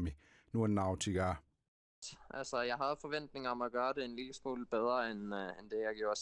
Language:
Kalaallisut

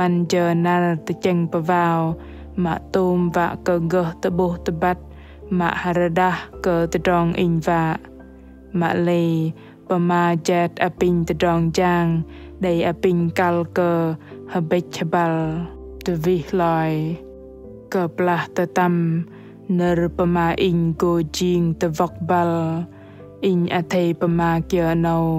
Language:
Bahnar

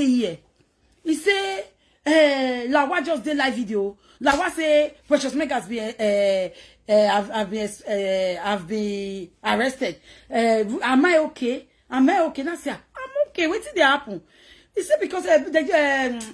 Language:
Nigerian Pidgin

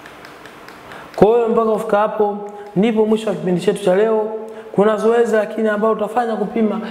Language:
Swahili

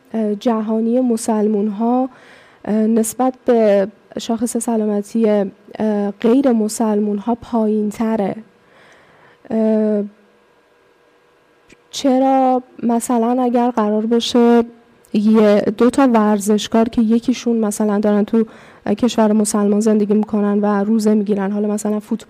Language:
Persian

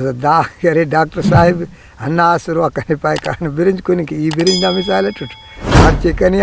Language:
Brahui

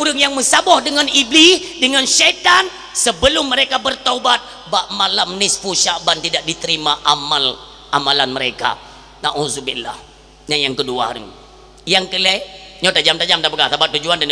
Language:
Achinese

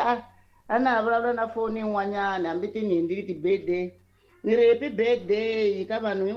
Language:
Tsonga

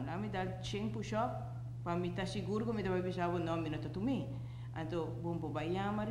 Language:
Papiamento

